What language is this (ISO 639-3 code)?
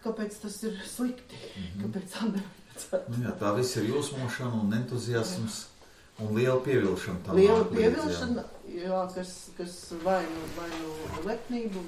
lav